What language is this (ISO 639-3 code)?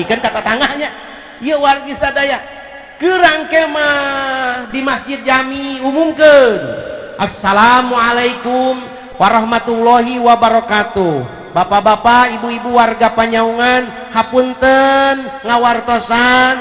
sun